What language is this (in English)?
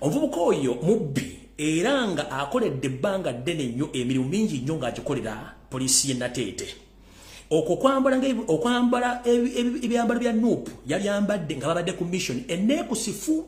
Ganda